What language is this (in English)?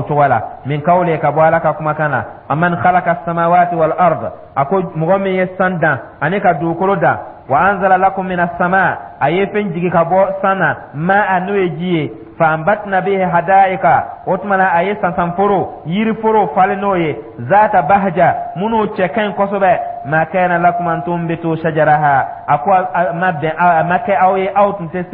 Dyula